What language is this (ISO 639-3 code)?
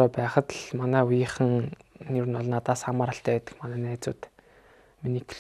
mon